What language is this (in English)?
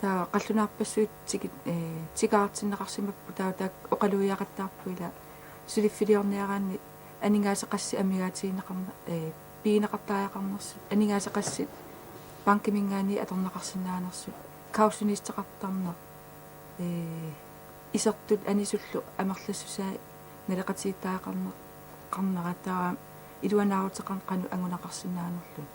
Kalaallisut